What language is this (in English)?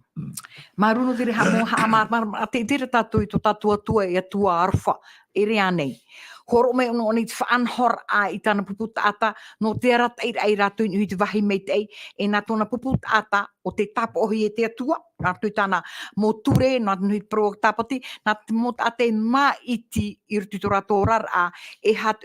Tahitian